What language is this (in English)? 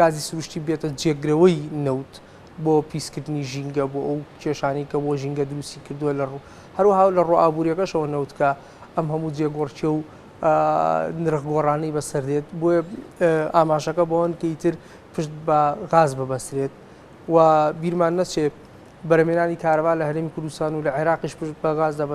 Central Kurdish